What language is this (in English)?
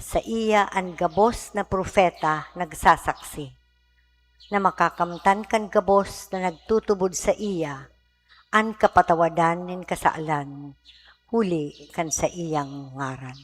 Bikol